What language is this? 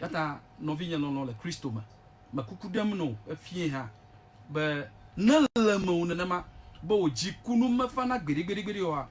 Ewe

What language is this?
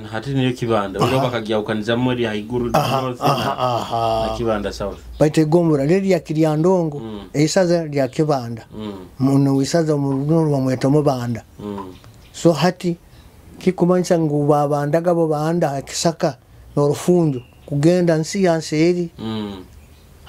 Nyoro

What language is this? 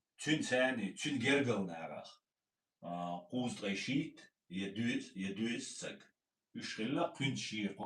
Chechen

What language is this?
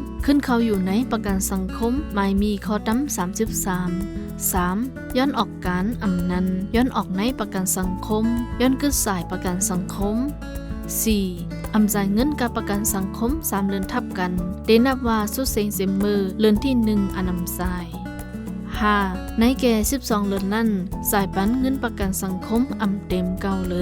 Shan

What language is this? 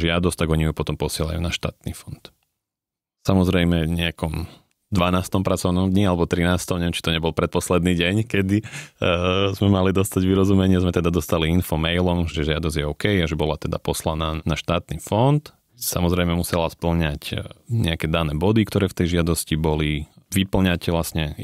Slovak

